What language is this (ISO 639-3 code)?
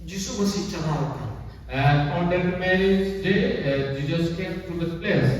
sat